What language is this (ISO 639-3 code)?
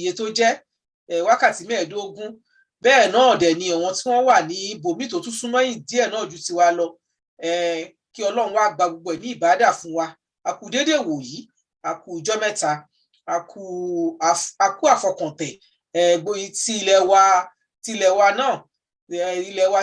yor